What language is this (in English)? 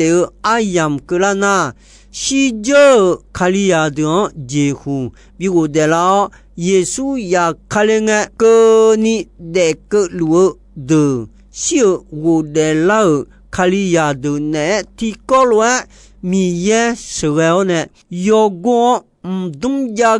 Akha